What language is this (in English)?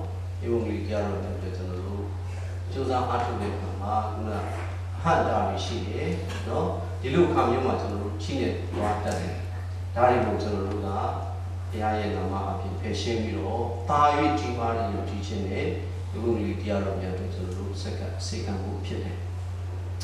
Burmese